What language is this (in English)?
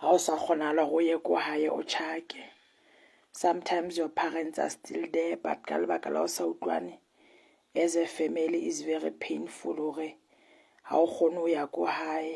Southern Sotho